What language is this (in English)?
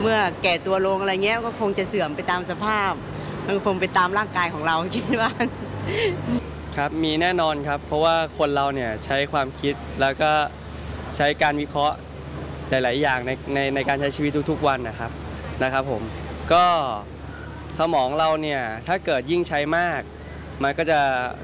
Thai